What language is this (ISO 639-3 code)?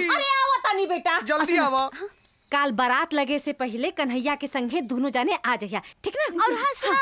bho